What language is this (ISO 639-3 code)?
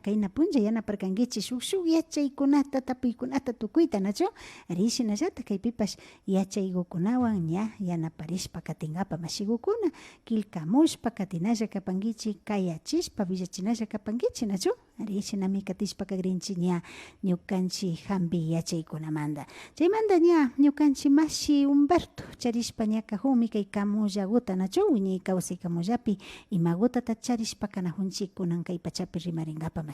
qvi